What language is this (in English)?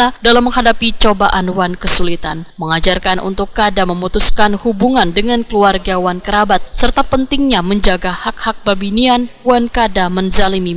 Banjar